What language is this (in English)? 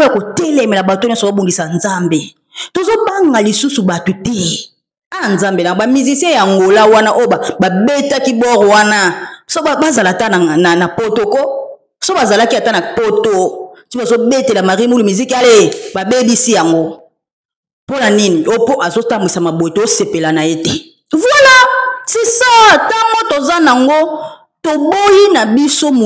Lingala